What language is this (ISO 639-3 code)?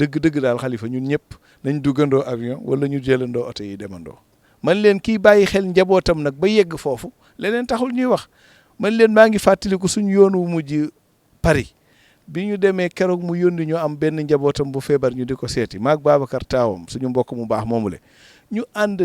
wol